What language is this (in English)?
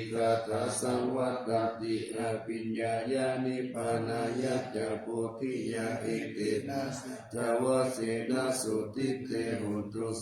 Pali